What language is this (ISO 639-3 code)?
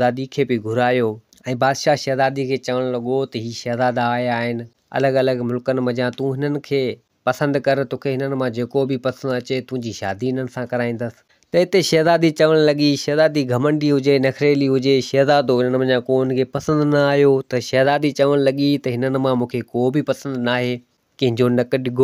snd